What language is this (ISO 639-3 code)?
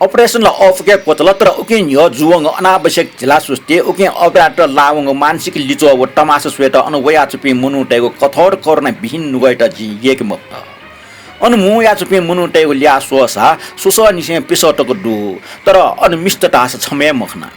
new